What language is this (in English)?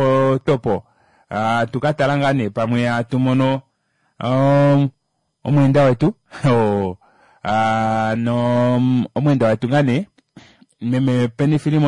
Kuanyama